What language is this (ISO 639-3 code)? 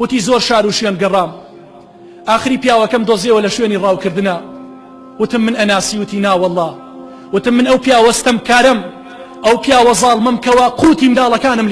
ckb